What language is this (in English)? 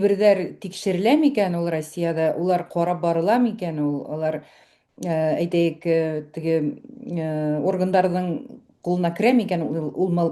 Bashkir